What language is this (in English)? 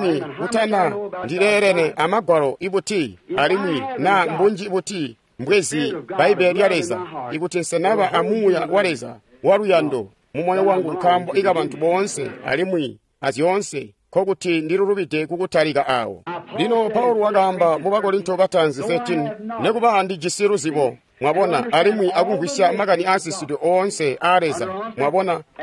Tonga (Zambia)